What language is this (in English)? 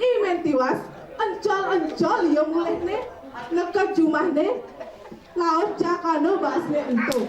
Balinese